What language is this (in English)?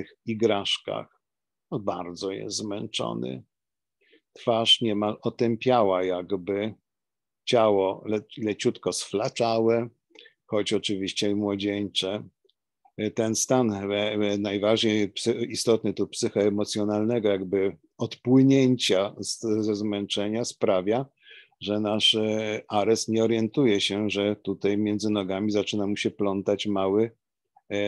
Polish